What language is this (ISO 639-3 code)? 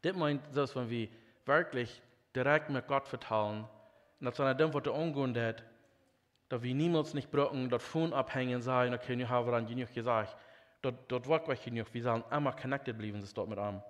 pdt